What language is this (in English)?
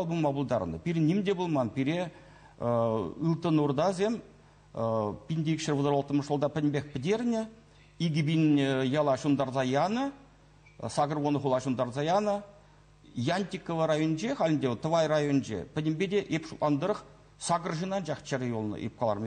Chuvash